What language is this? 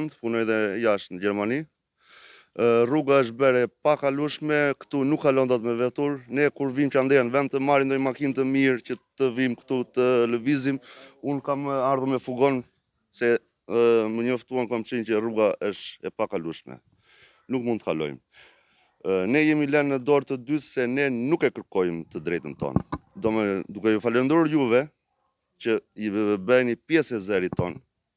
Albanian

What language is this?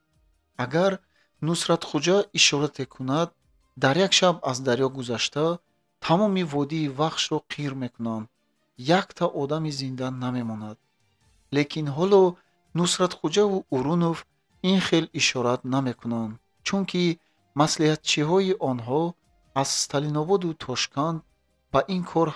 Tajik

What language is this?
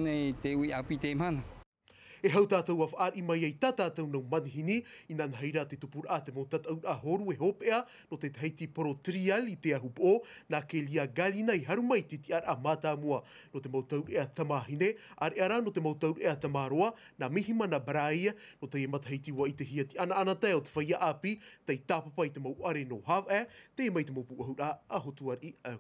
Tahitian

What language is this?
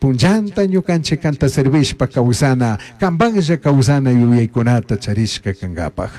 Chimborazo Highland Quichua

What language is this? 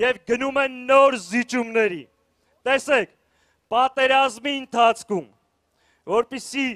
Armenian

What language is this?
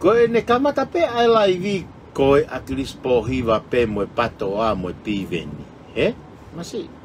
Tongan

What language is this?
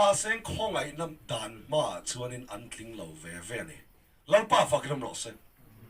Mizo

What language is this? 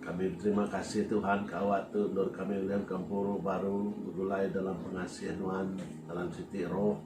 Iban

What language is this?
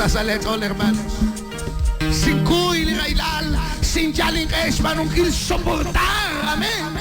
Kekchí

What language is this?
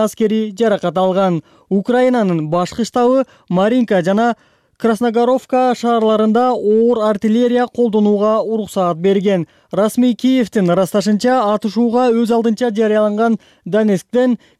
Kyrgyz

